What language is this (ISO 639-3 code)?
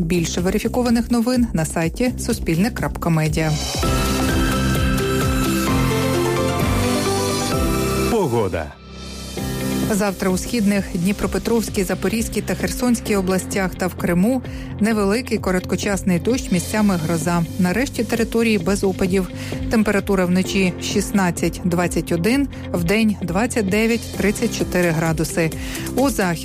ukr